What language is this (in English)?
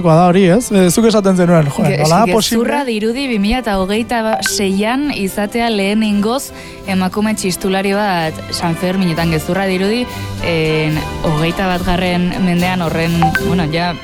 Basque